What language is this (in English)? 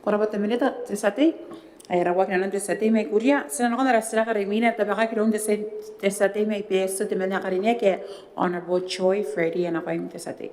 Gilbertese